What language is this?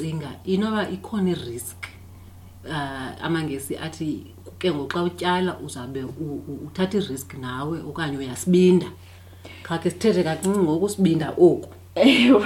Xhosa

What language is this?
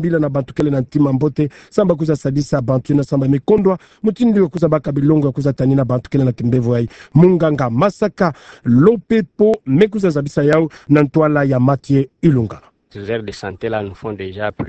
Kituba (Democratic Republic of Congo)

